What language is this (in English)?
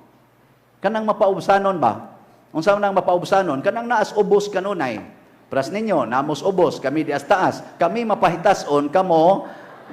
Cebuano